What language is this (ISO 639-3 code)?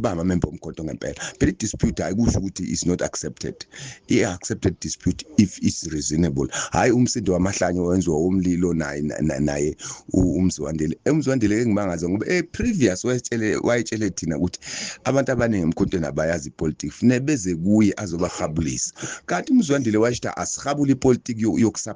zul